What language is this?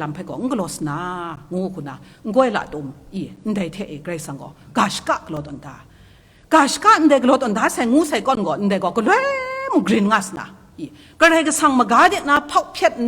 Kachin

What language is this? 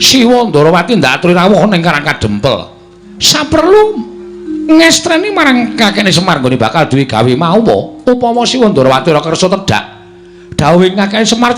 Javanese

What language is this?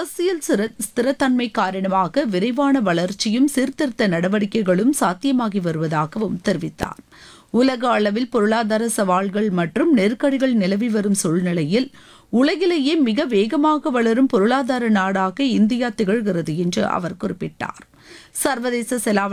Tamil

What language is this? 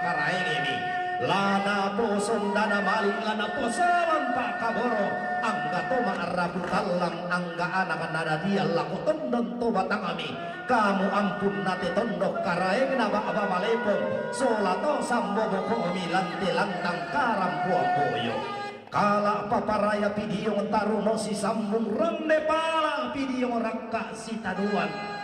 Toraja-Sa'dan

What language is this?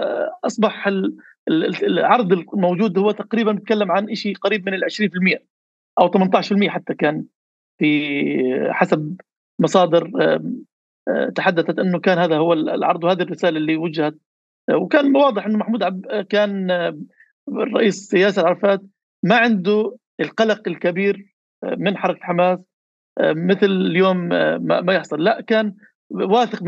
North Levantine Arabic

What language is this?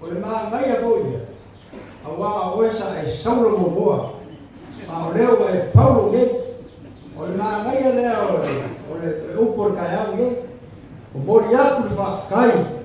Samoan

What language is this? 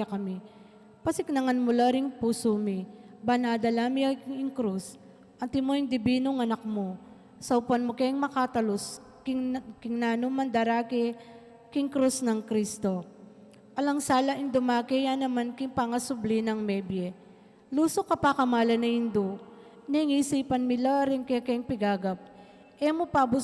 Pampanga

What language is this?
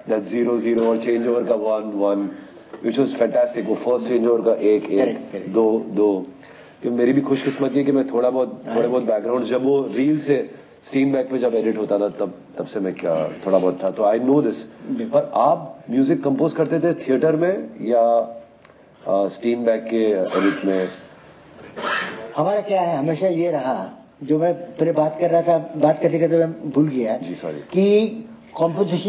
Hindi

